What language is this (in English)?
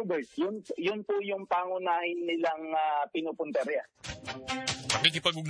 Filipino